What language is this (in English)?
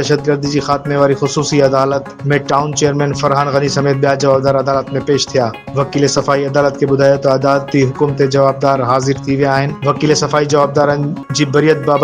Sindhi